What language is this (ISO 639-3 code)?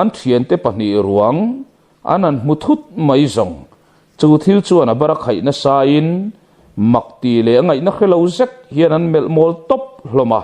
lus